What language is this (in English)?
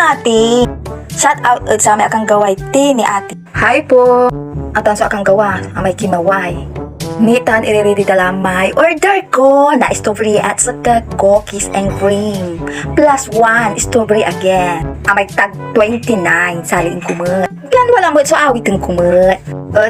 Pangasinan